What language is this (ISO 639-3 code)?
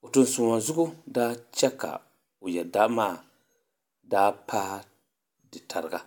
dag